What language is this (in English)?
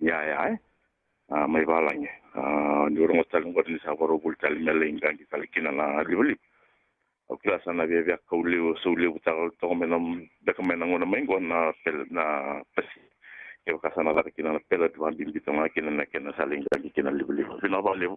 Fijian